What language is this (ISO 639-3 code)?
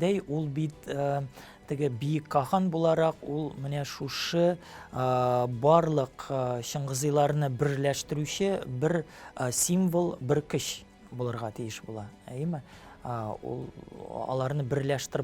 tat